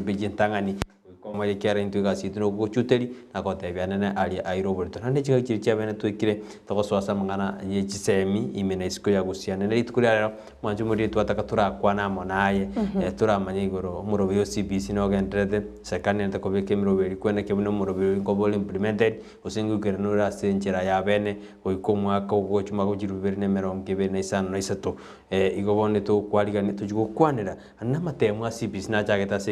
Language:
Gusii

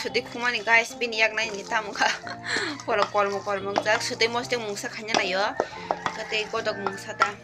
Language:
Kok Borok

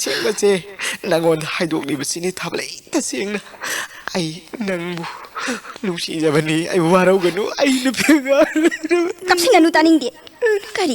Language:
Manipuri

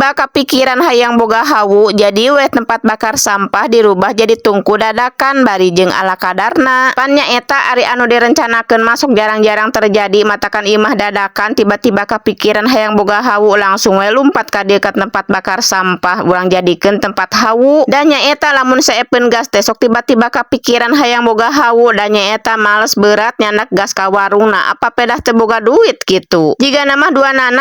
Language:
Sundanese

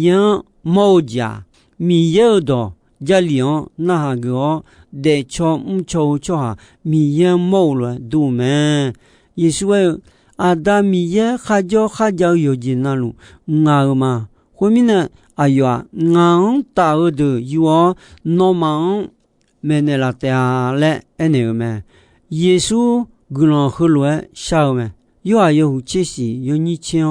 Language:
Akha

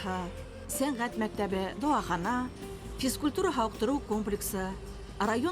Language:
Bashkir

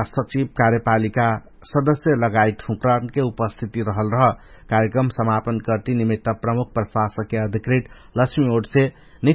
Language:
Dangaura Tharu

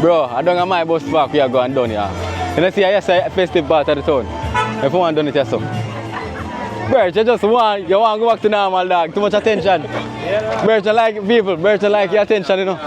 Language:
Jamaican Creole English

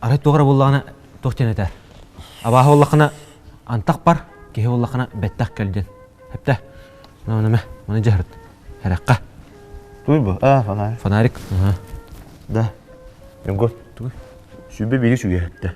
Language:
Yakut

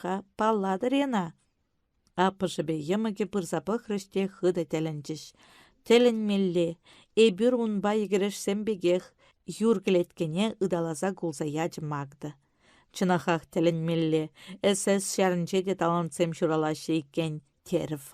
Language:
Chuvash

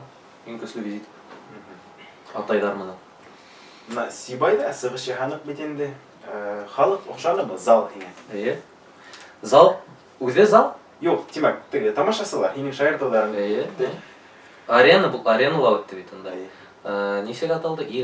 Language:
Bashkir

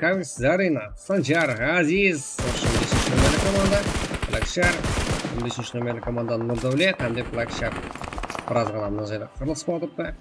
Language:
Kara-Kalpak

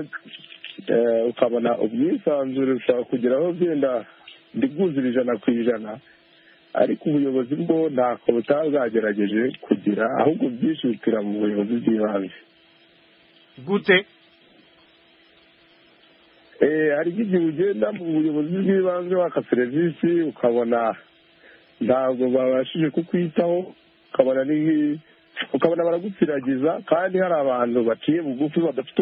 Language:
Kinyarwanda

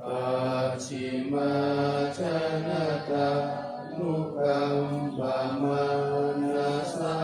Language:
Pali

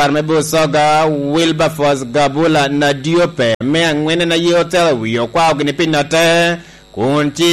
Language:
Lango (Uganda)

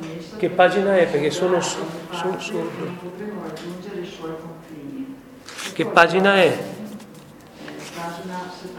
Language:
Italian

